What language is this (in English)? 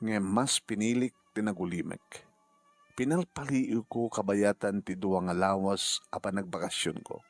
Iloko